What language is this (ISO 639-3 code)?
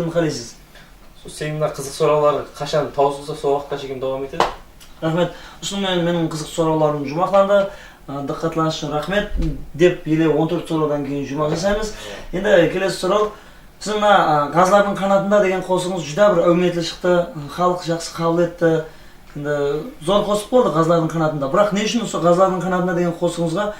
kaa